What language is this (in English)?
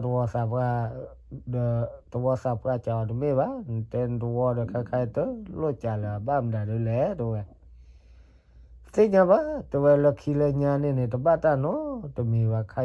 S'gaw Karen